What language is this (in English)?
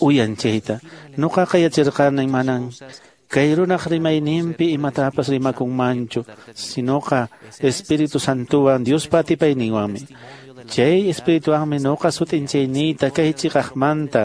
Quechua